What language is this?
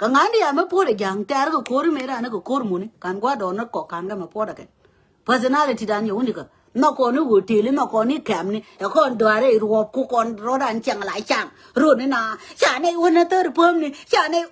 Nuer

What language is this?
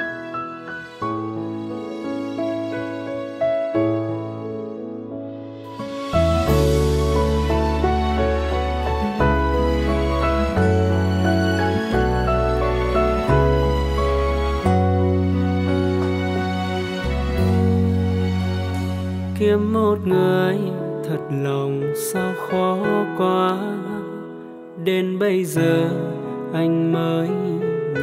Vietnamese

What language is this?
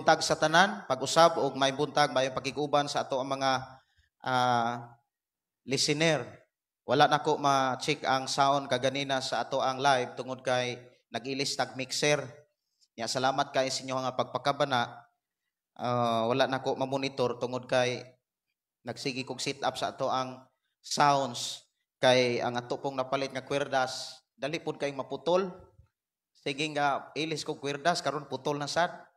Cebuano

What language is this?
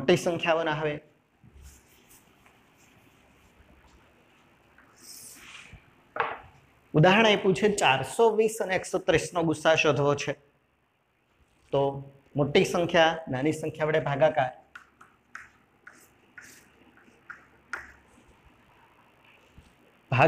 Gujarati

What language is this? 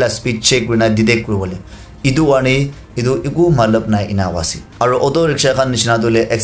Naga Pidgin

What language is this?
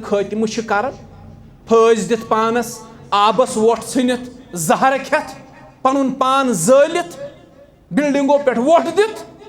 Kashmiri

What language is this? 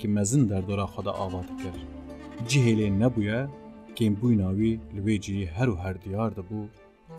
Kurdish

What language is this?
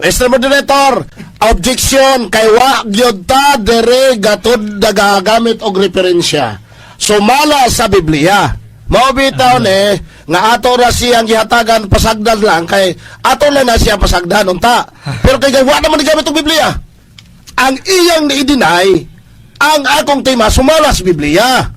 Cebuano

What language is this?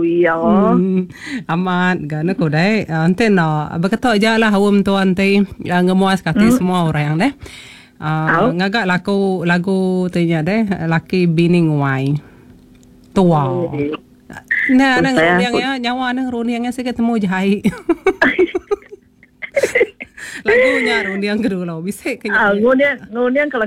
Iban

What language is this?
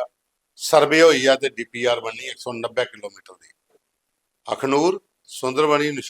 Dogri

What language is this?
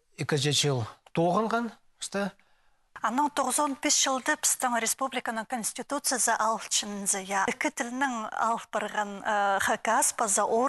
Khakas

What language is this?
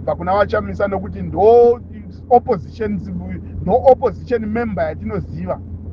Shona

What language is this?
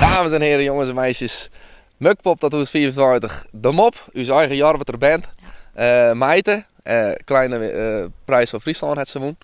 Western Frisian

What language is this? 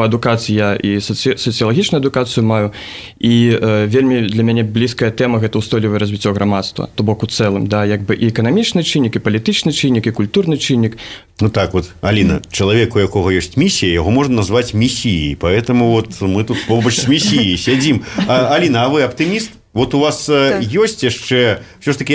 Belarusian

